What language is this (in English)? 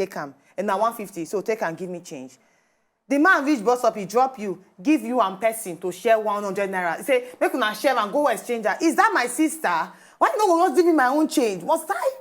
Nigerian Pidgin